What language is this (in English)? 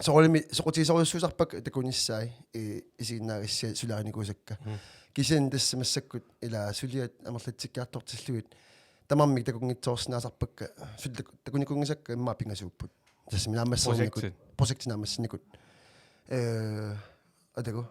Kalaallisut